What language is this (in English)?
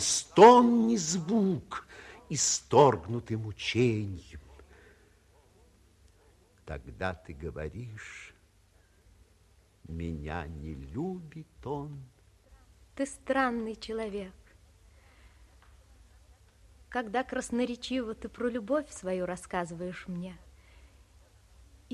Russian